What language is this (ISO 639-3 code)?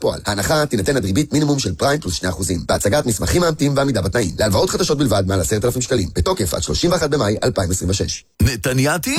heb